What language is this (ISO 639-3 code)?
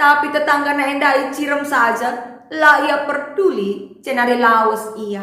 btx